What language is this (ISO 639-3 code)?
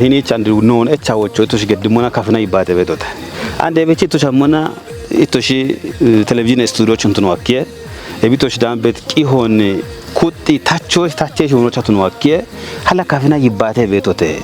kbr